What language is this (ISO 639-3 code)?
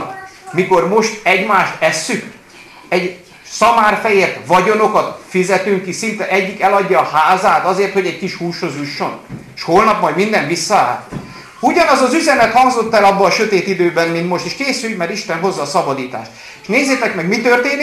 hun